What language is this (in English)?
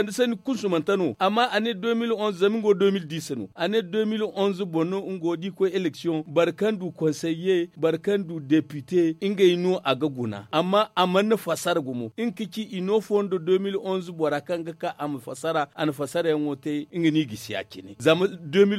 Zarma